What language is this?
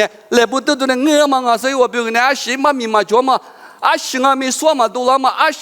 Lisu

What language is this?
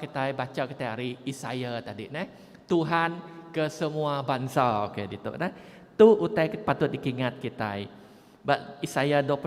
Iban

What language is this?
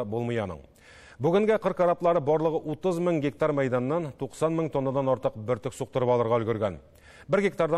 Tatar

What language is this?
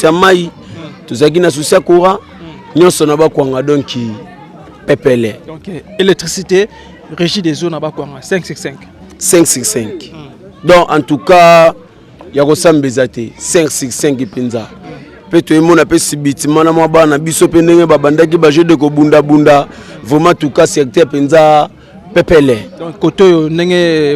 Lingala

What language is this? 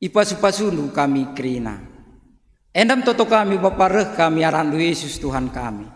Batak Karo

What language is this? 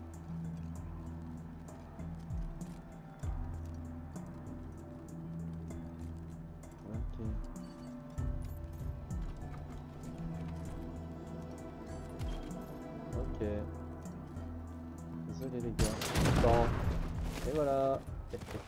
French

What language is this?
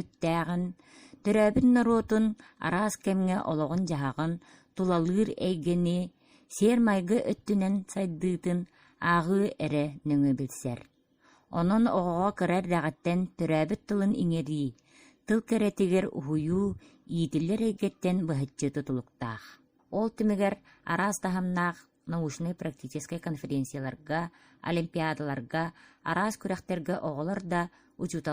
Yakut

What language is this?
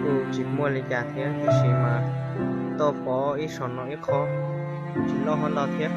Hmong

